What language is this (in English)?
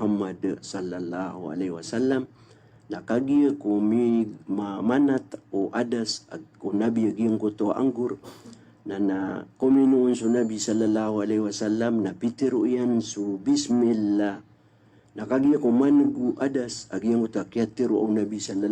Maranao